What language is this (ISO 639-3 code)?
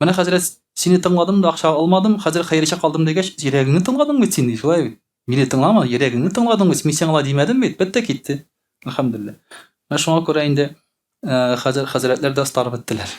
tat